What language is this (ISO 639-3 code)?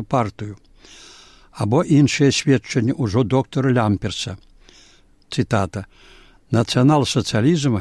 bel